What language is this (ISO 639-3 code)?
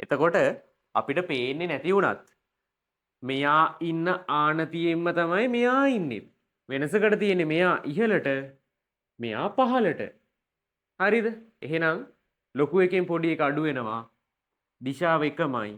sin